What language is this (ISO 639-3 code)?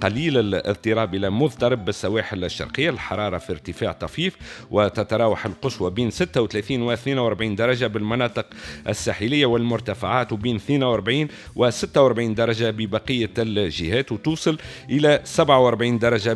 aeb